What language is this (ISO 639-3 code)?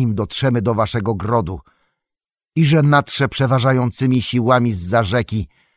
pol